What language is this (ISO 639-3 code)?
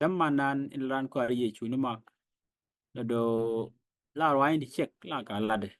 nus